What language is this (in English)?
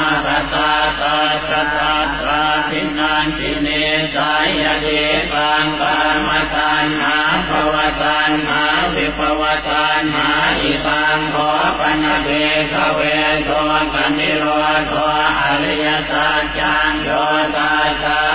Pali